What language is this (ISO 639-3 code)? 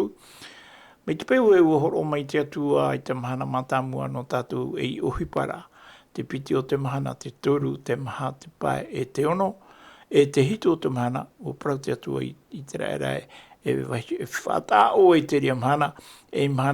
tah